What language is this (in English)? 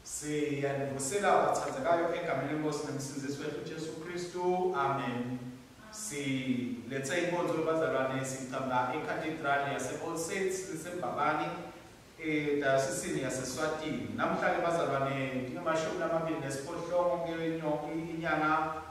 Swati